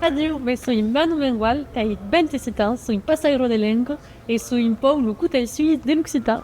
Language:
Occitan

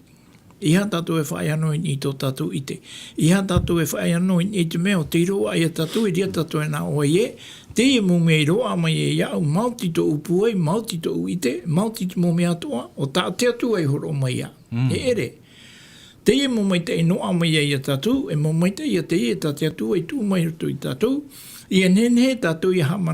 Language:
Tahitian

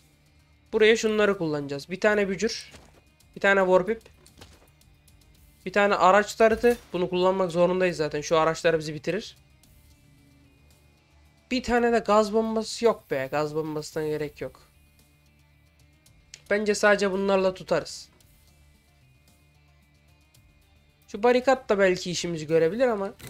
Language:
Turkish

